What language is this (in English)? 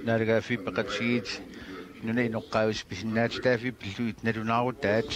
Kalaallisut